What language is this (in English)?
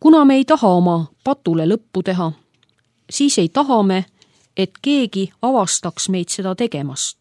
Estonian